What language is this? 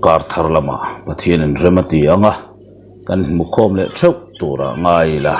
Mizo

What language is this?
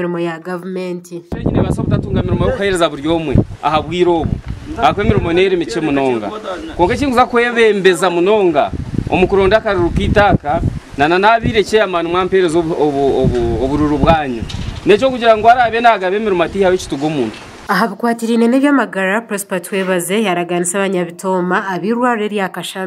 Nyankole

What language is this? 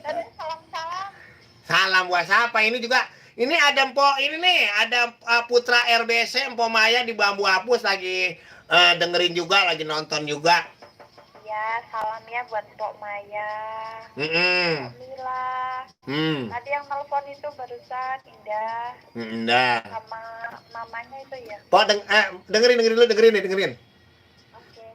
Betawi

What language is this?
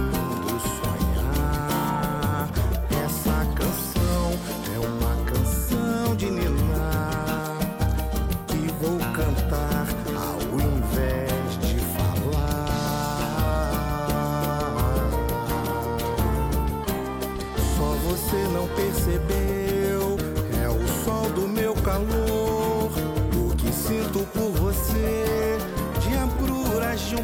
Portuguese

